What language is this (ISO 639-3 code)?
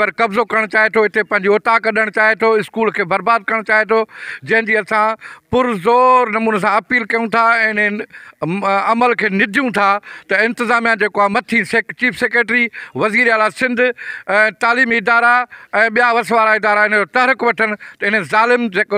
snd